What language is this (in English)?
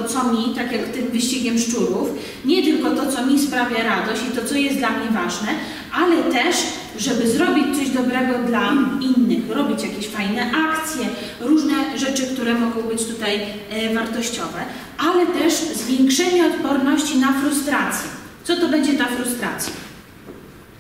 Polish